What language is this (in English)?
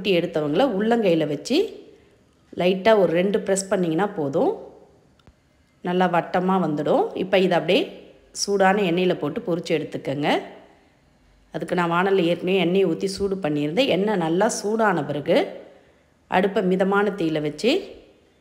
Tamil